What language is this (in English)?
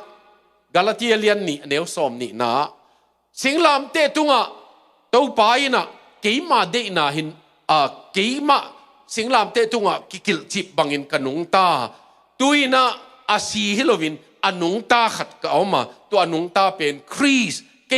Tedim Chin